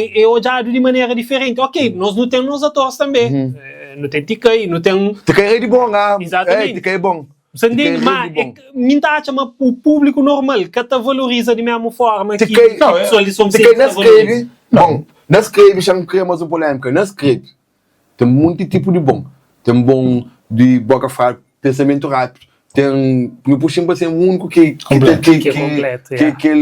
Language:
Kabuverdianu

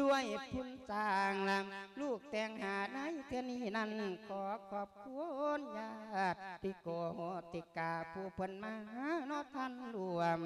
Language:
Lao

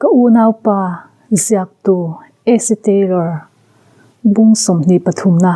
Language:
Mizo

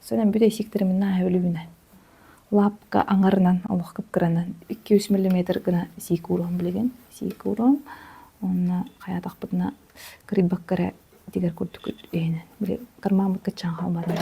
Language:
Yakut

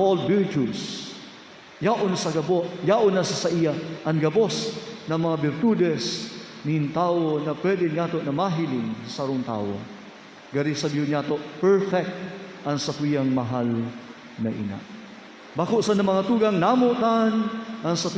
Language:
Bikol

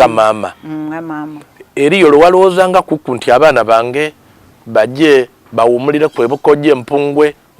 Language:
Soga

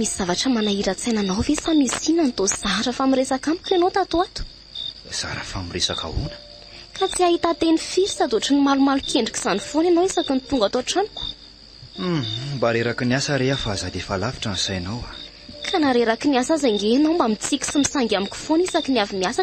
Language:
Malagasy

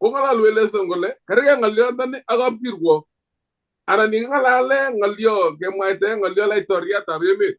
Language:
Kalenjin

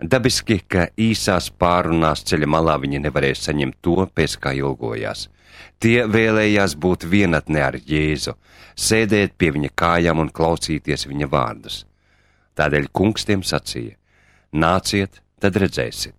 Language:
Latvian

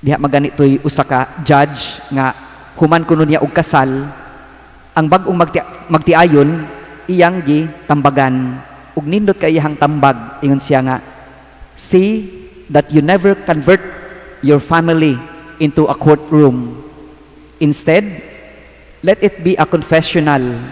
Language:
Cebuano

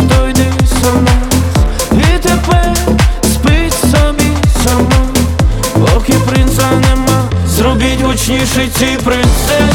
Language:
Ukrainian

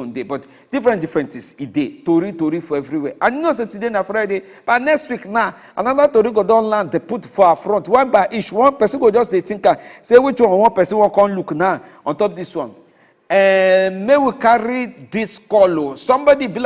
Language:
Nigerian Pidgin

